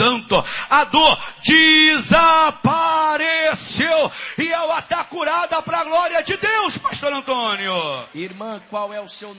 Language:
Portuguese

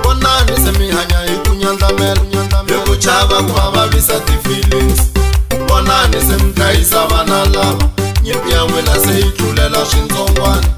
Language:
Tsonga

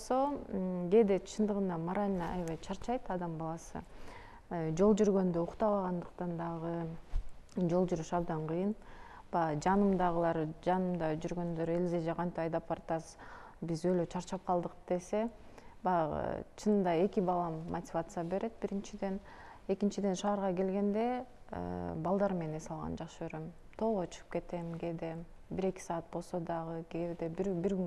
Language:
Kyrgyz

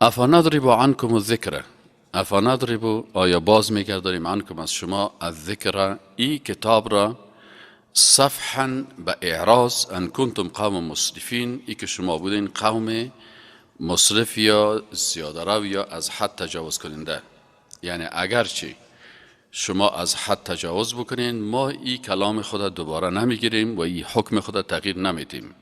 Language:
Persian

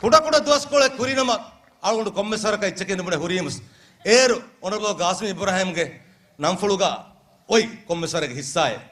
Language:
Divehi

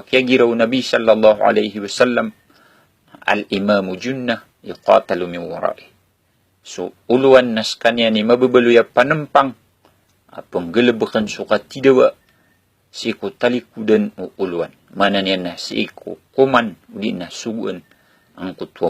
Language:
Maranao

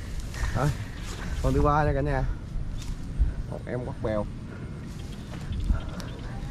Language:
Vietnamese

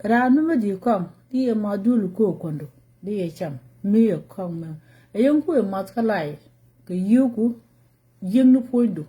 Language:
Nuer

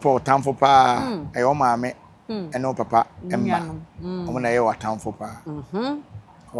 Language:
Akan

